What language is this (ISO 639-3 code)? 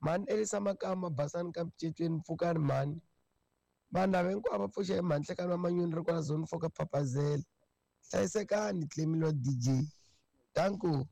tso